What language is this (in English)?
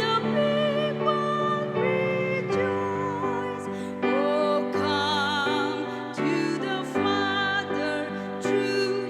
Naga Pidgin